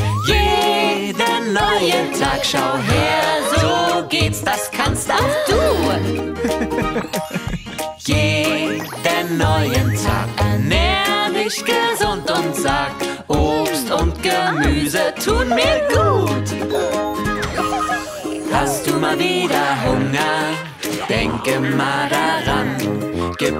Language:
German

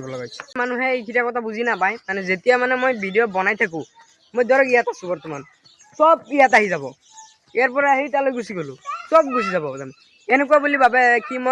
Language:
Assamese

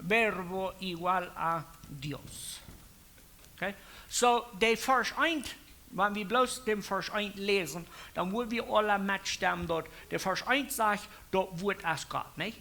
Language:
Plautdietsch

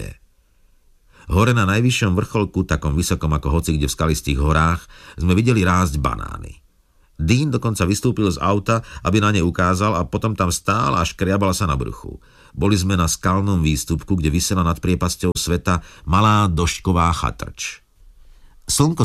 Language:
Slovak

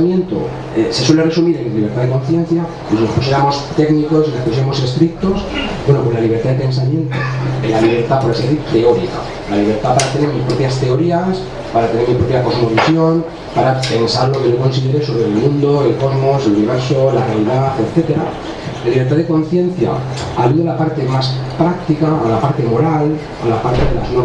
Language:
Spanish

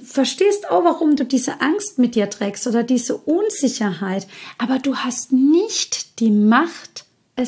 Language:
German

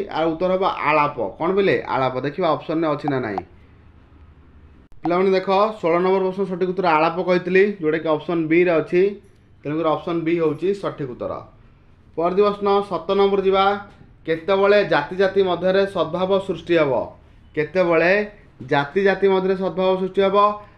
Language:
Odia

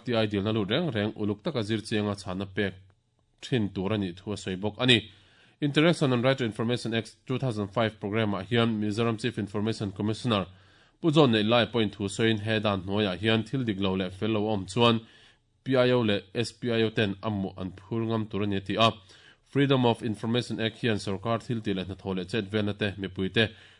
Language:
Mizo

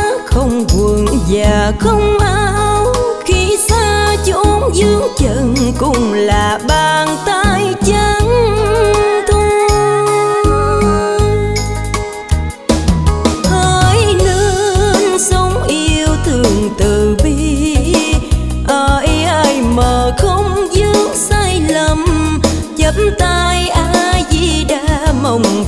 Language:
Vietnamese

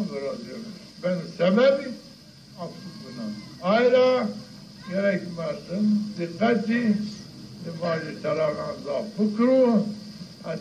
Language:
Zaza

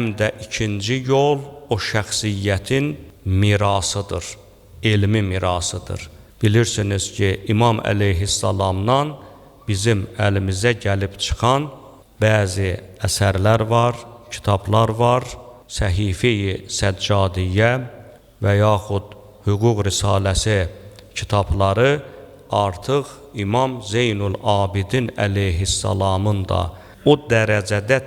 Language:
Azerbaijani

